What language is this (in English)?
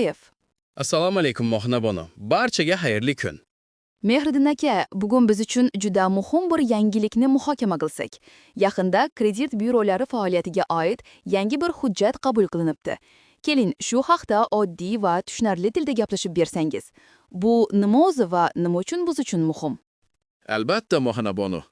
Uzbek